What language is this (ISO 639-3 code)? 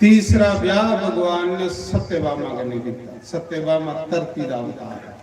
doi